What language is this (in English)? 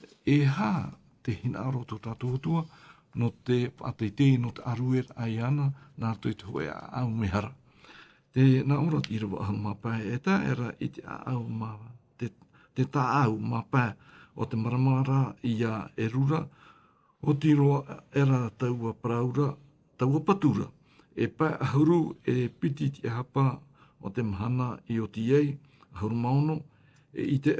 Tahitian